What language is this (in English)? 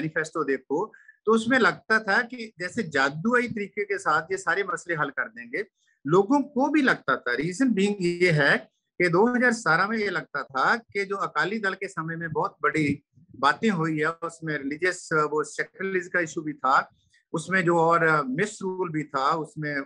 Hindi